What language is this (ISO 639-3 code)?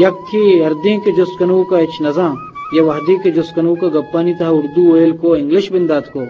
bgp